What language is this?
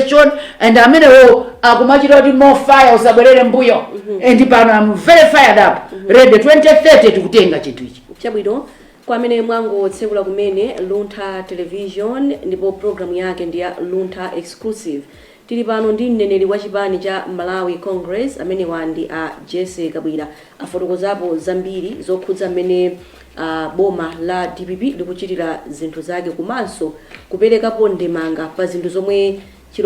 Nyanja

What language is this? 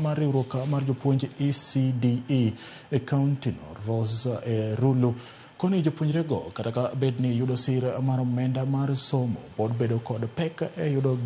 Luo (Kenya and Tanzania)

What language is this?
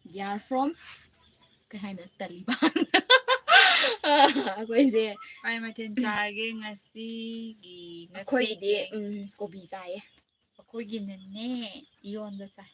Manipuri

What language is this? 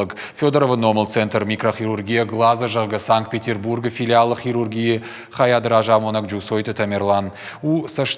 Ossetic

